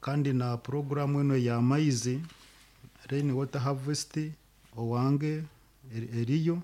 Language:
Nyoro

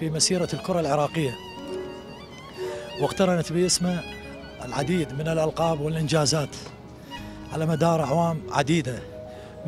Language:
Arabic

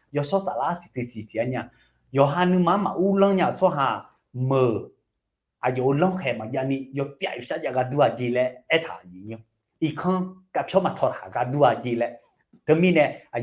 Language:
Akha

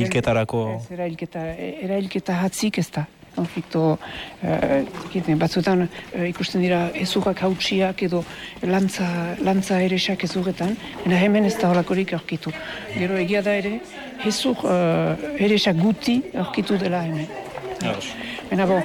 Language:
Basque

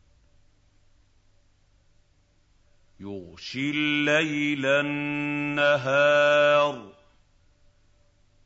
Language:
Arabic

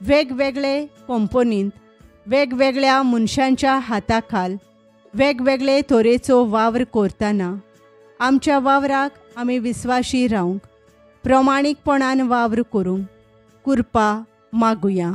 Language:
Konkani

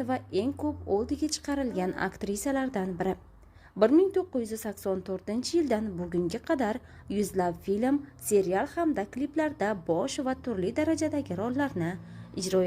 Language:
Uzbek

